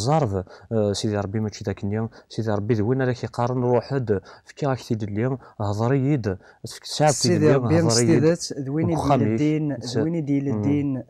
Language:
Kabyle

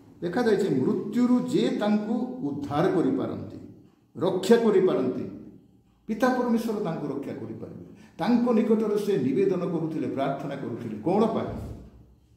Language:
Odia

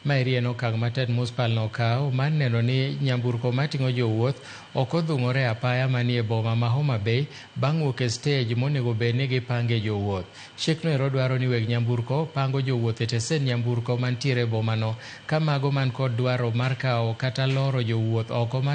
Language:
Luo (Kenya and Tanzania)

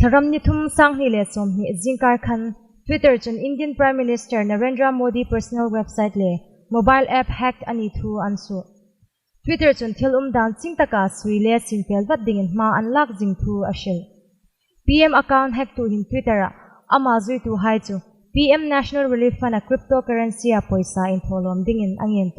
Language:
Hmar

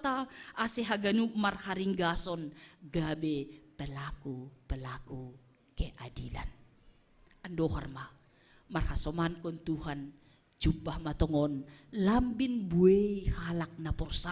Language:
Batak Simalungun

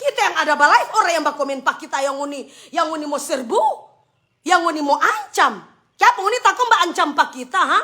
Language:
Manado Malay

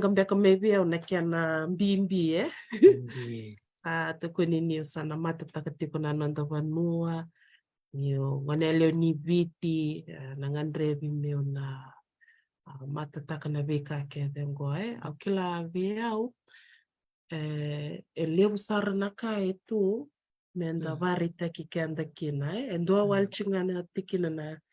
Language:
Fijian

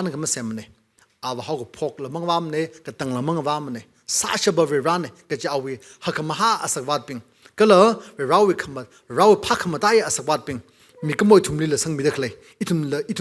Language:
Tangkhul Naga (India)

